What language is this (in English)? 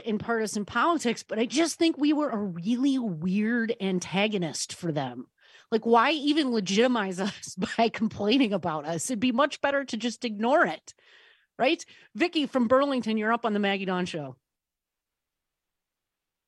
English